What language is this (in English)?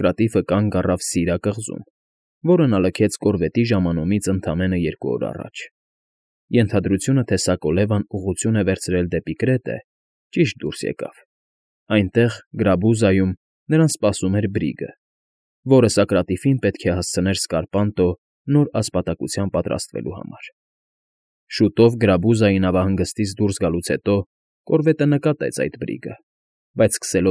Armenian